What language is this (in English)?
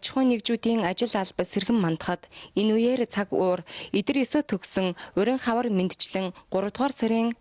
Mongolian